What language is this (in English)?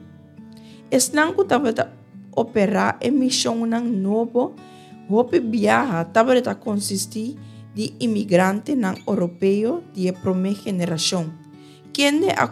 Papiamento